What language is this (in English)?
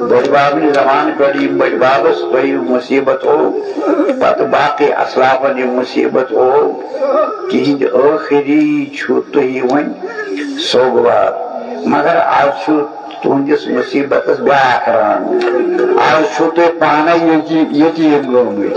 Kashmiri